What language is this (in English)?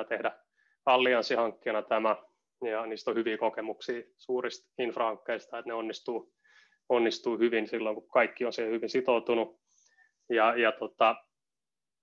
Finnish